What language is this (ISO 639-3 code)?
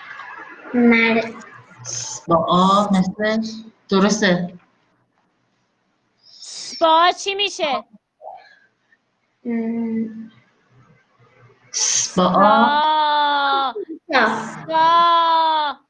fas